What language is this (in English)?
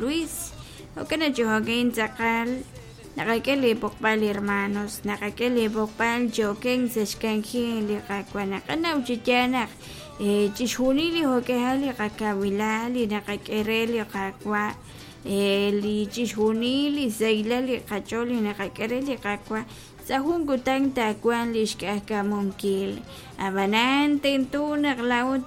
Kekchí